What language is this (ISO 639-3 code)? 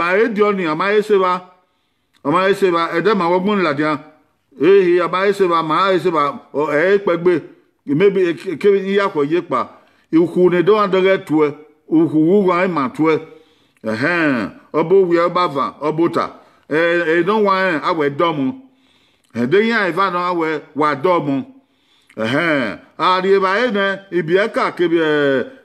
bin